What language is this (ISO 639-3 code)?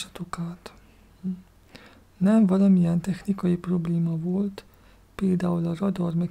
hun